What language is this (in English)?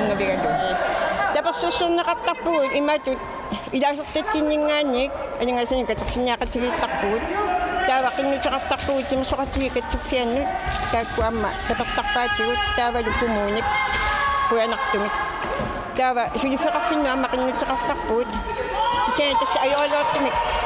Kalaallisut